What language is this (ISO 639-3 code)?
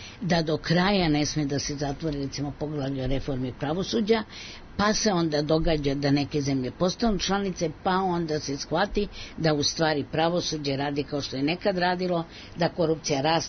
srp